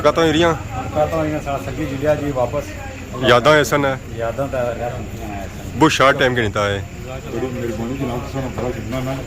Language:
Pahari-Potwari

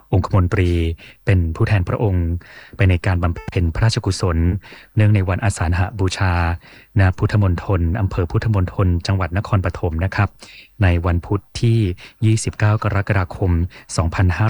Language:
Thai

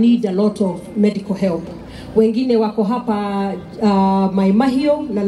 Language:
Kikuyu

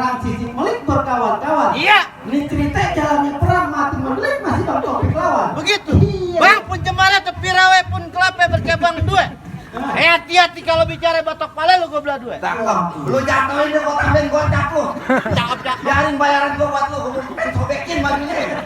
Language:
Betawi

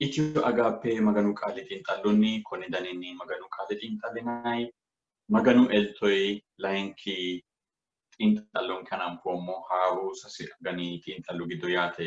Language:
Sidamo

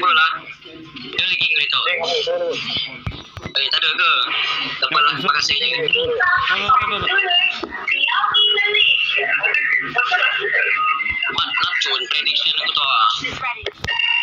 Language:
Malay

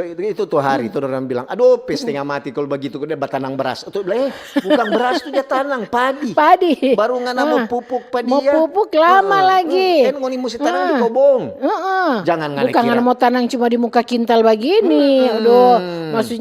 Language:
Manado Malay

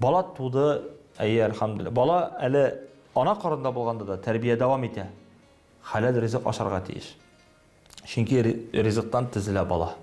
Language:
Tatar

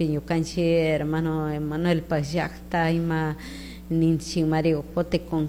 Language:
Chimborazo Highland Quichua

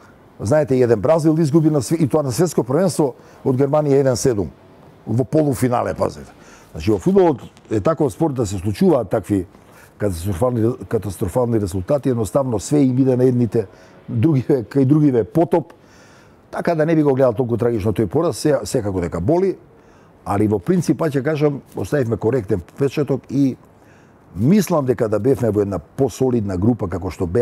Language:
Macedonian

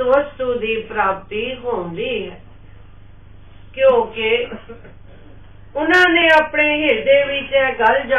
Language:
Punjabi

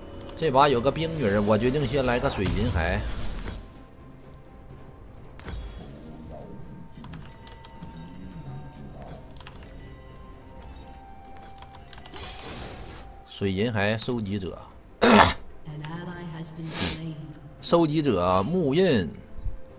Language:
Chinese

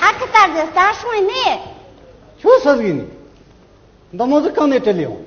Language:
Amdo Tibetan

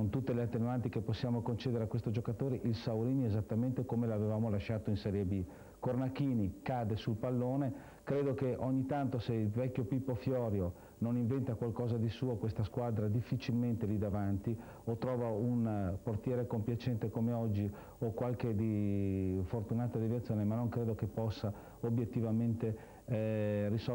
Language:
Italian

